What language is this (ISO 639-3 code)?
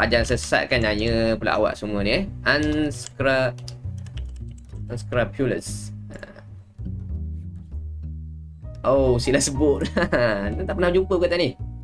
msa